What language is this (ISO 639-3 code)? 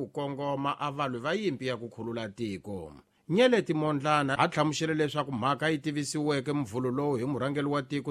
tso